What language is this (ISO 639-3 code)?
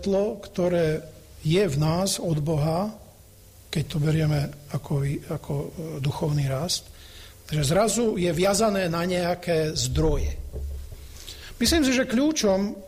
slk